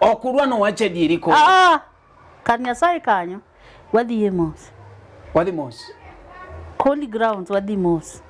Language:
Luo (Kenya and Tanzania)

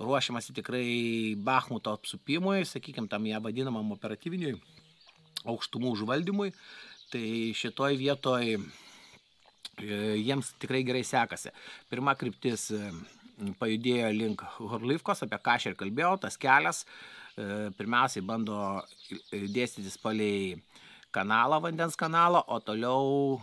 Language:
Lithuanian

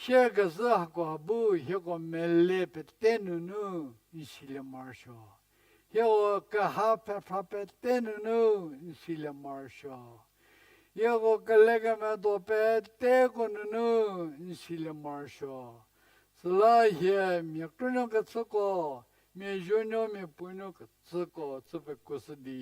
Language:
Angami Naga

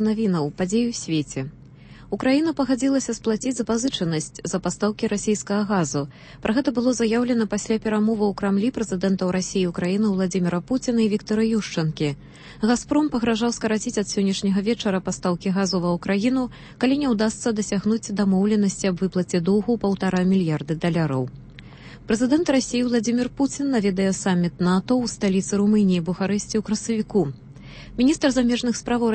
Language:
Belarusian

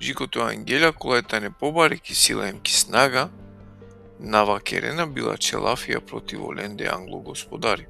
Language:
Balkan Romani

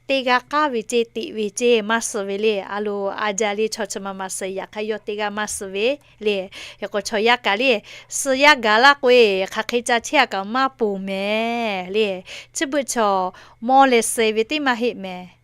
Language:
Lahu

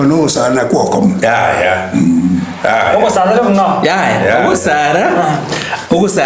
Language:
Gusii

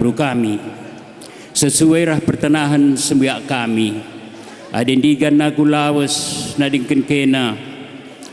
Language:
Batak Karo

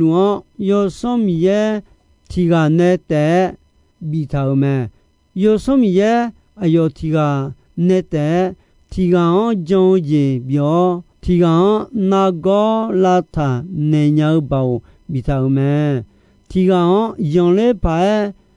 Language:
Akha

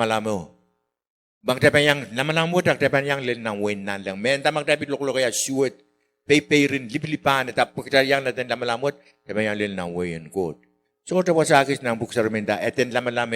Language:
Pohnpeian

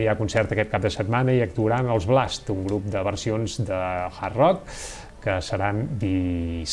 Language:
Catalan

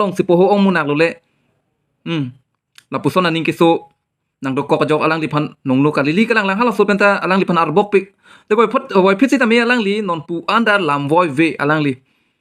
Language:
Karbi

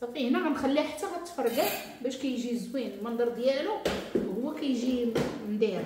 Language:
Moroccan Arabic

